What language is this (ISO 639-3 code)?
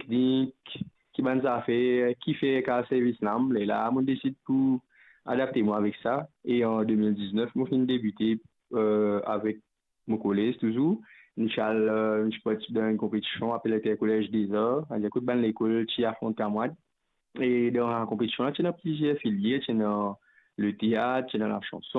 mfe